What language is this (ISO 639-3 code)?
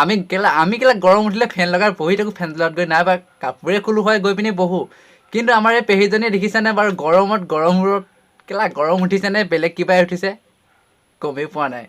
asm